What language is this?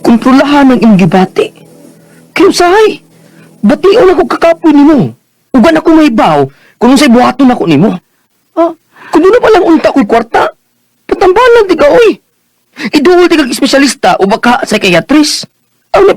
Cebuano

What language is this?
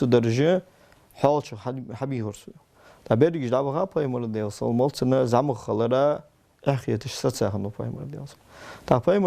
Ingush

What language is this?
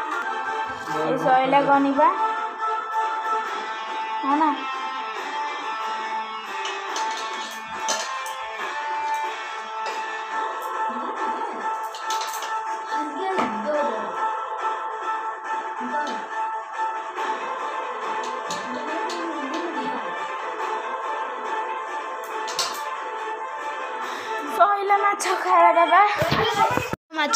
Odia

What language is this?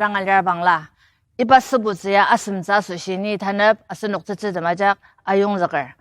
Ao Naga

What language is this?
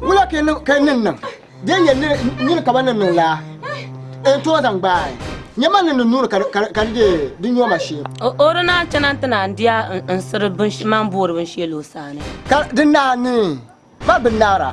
Dagbani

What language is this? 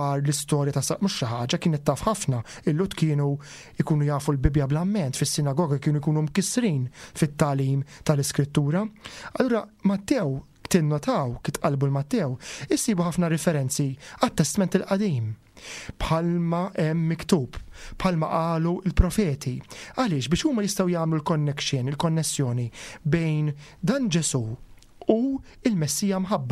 Maltese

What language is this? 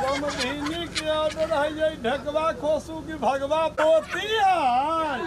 Maithili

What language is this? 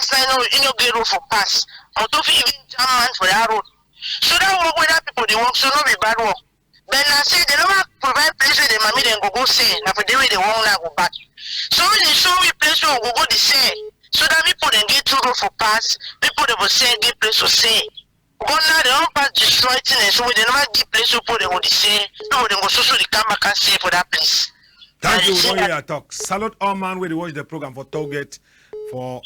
Cameroon Pidgin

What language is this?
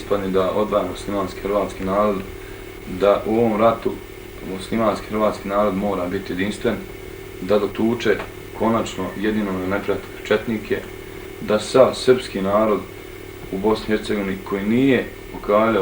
Bosnian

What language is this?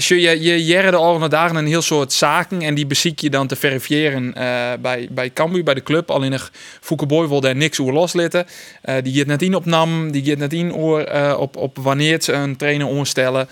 Western Frisian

